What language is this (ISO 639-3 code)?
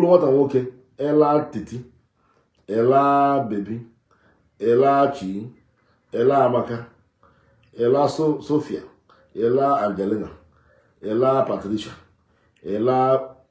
ibo